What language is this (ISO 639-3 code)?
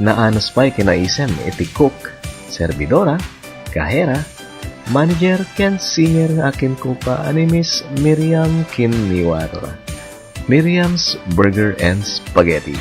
ilo